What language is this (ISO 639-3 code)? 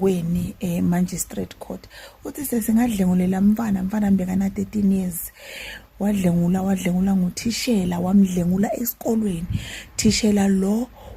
zul